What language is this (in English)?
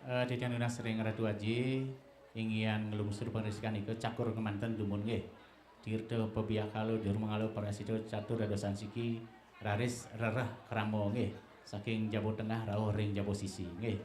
Balinese